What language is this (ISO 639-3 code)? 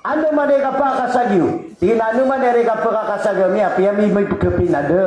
mrw